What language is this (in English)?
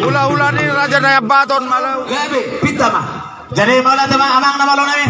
Batak Toba